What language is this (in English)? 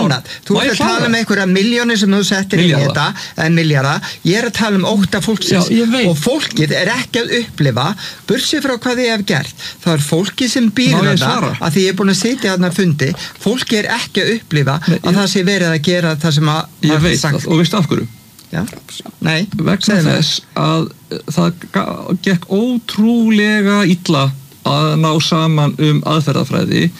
Icelandic